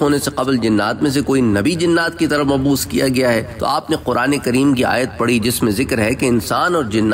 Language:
Urdu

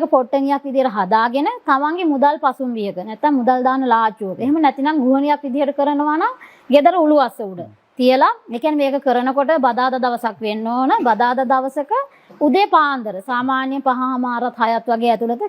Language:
Sinhala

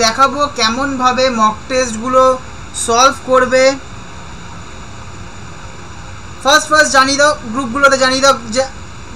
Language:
Bangla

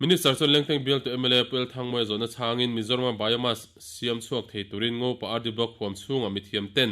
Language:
Mizo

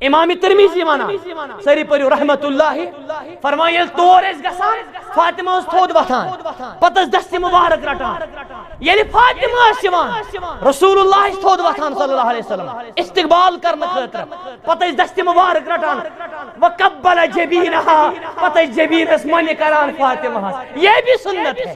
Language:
Kashmiri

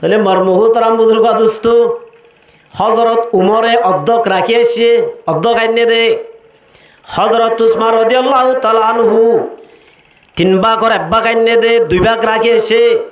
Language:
Rohingya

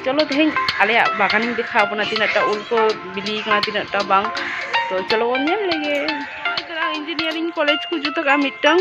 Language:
Santali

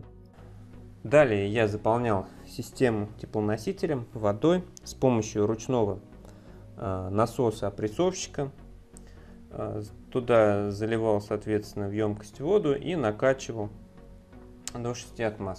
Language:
Russian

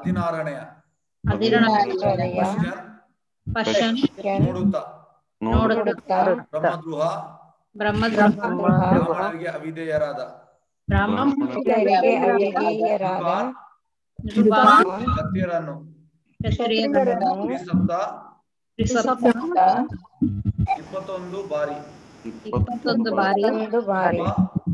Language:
Kannada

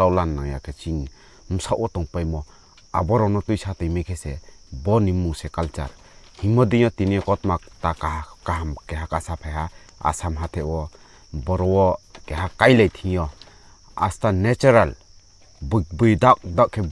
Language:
Riang (India)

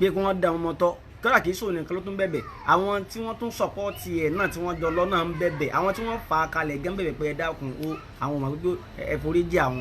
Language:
Yoruba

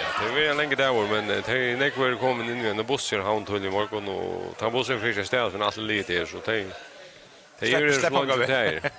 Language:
Faroese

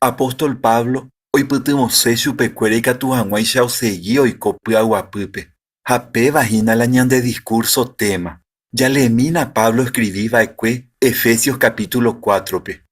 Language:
Guarani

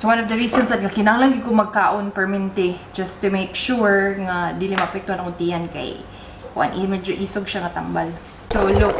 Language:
Cebuano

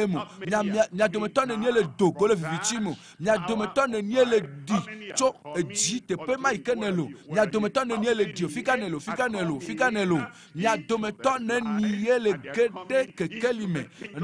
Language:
Ewe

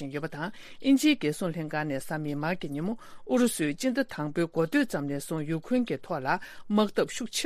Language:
Tibetan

